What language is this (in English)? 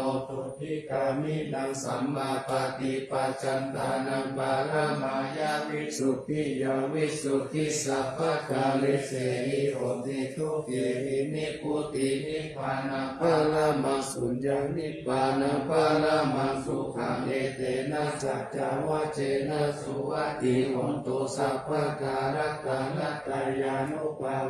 Pali